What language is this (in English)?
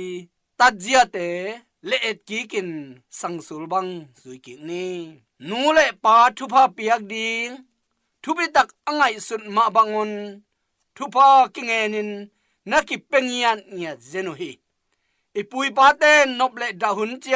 Tedim Chin